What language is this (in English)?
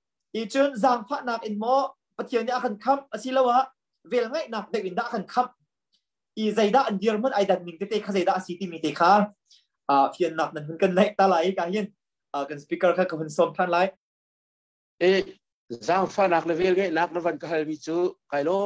Thai